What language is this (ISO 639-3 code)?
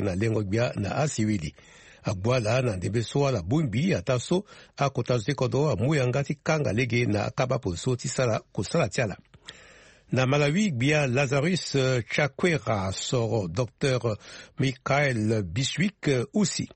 sag